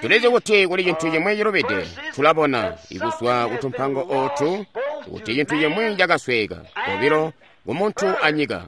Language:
Tonga (Zambia)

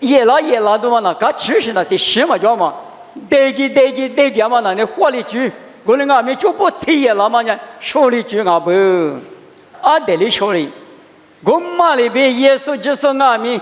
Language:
Lisu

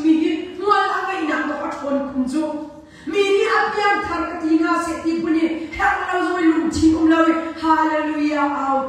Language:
Hakha Chin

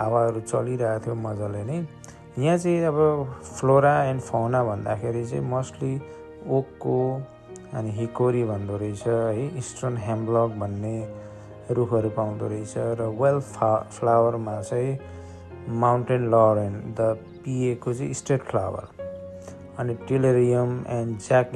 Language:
Nepali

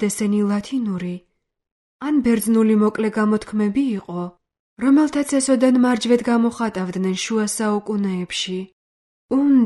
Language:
Georgian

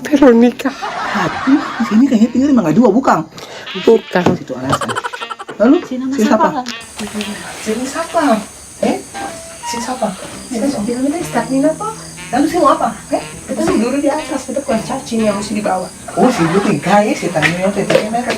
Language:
Ambonese Malay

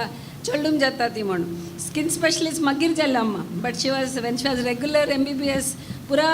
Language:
Konkani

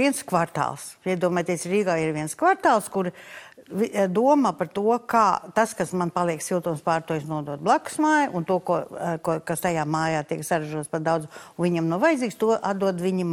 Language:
Latvian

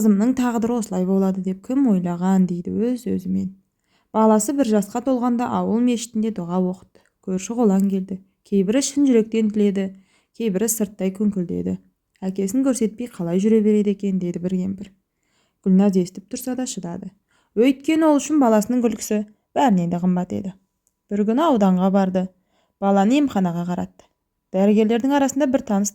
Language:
Kazakh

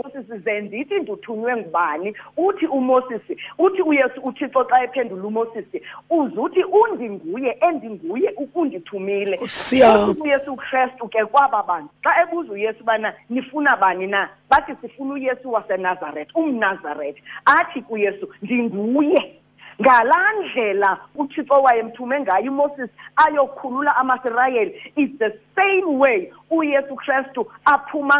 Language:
Xhosa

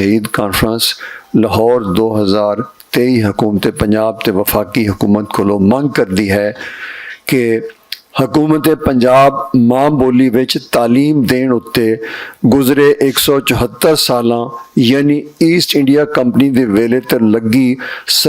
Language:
Western Panjabi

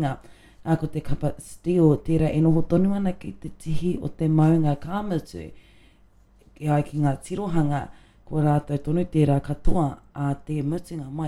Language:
Māori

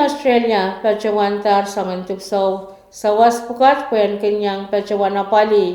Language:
Pohnpeian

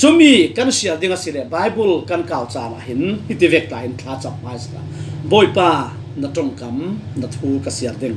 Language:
Falam Chin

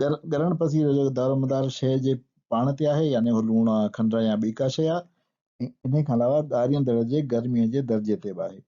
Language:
Sindhi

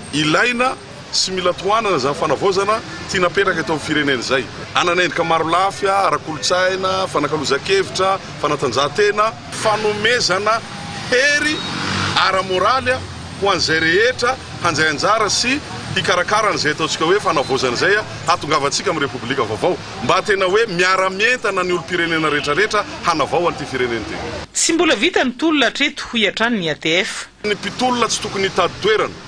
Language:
Malagasy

